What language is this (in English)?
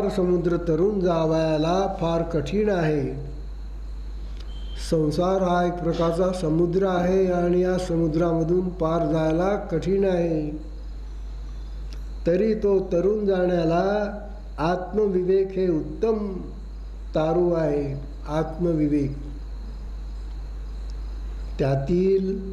Marathi